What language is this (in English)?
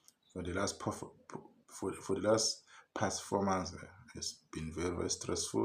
Zulu